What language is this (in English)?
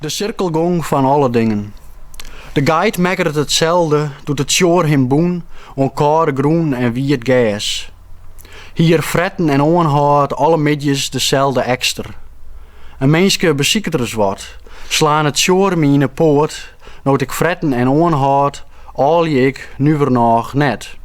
Western Frisian